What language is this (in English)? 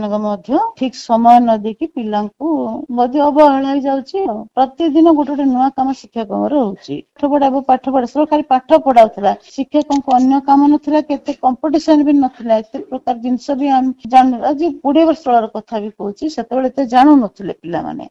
Odia